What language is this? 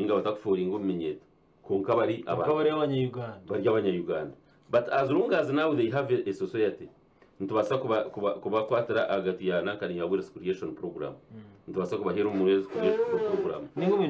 Nyankole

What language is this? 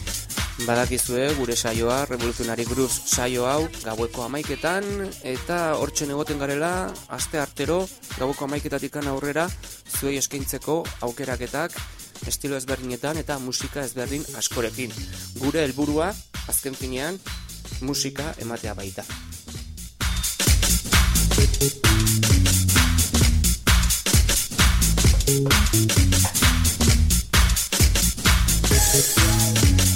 Basque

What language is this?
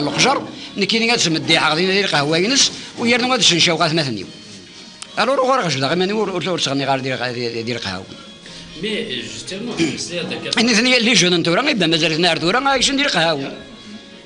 Kabyle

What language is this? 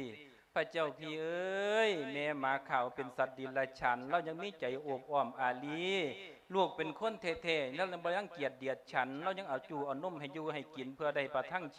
Lao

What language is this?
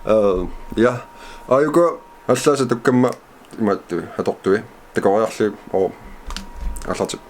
Kalaallisut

